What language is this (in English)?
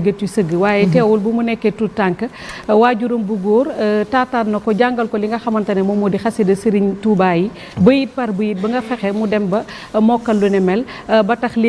Wolof